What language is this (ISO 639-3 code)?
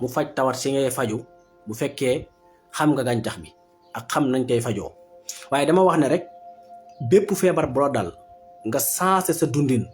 wol